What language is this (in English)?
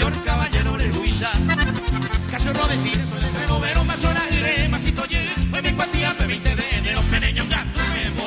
Guarani